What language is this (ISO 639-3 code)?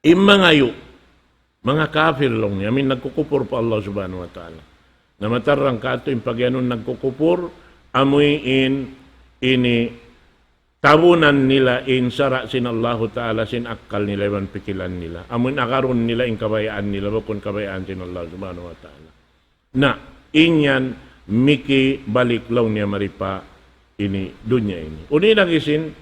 tsg